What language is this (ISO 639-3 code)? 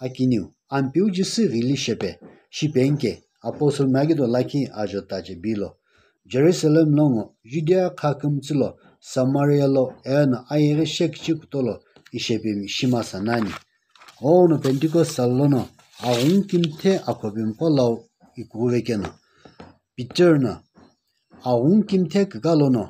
nsm